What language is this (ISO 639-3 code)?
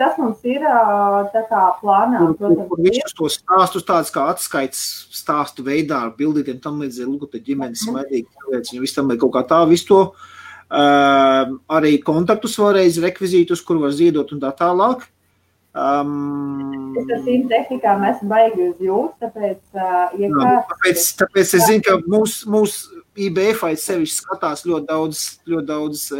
lav